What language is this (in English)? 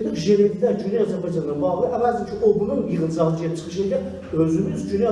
South Azerbaijani